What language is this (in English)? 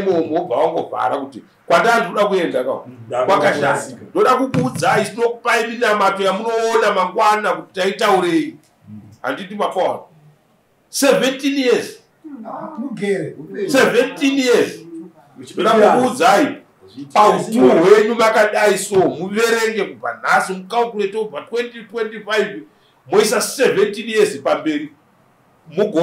Shona